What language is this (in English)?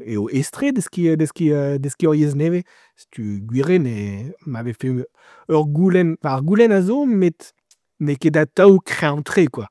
Breton